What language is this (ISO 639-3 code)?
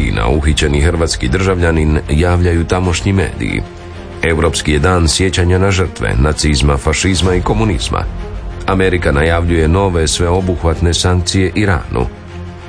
hrv